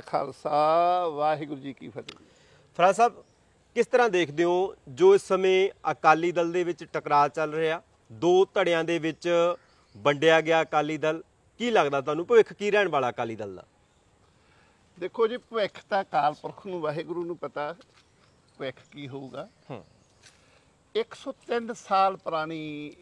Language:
Punjabi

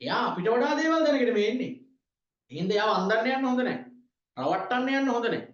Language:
Sinhala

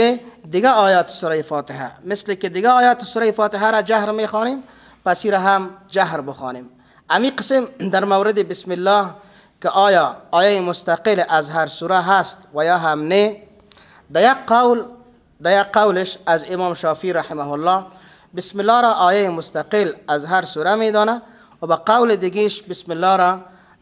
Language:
Persian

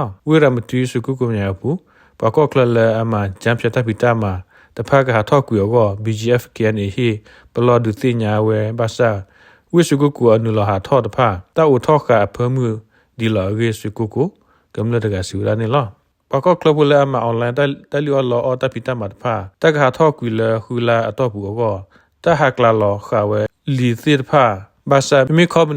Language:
S'gaw Karen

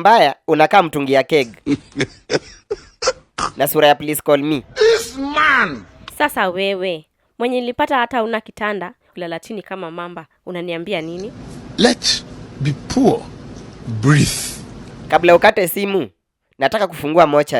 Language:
Swahili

